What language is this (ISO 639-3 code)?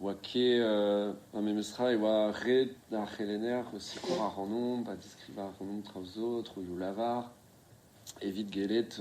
bre